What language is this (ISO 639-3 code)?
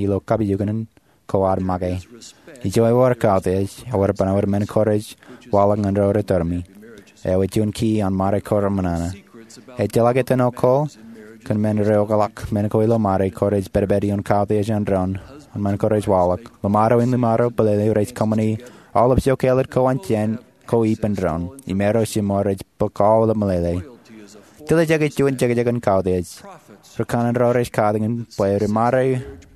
mah